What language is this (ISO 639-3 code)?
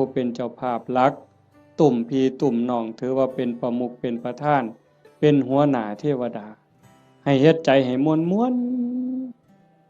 tts